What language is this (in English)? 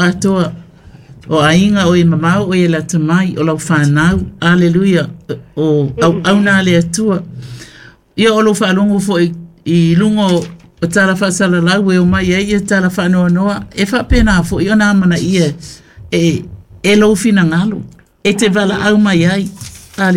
Samoan